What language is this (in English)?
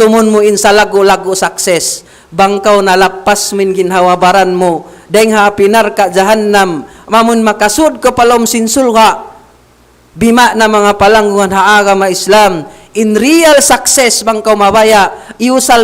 Tausug